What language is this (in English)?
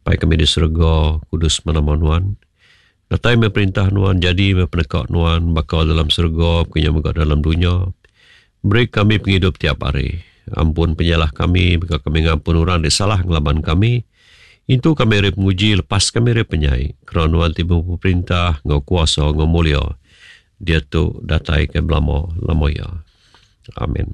Iban